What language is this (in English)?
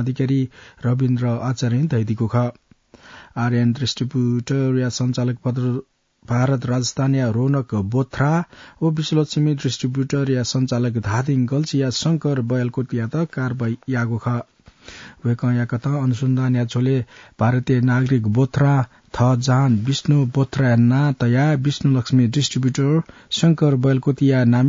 Newari